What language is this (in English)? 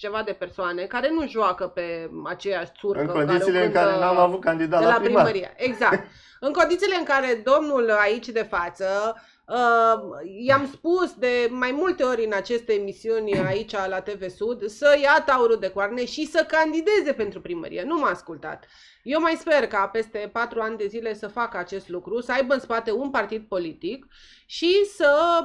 Romanian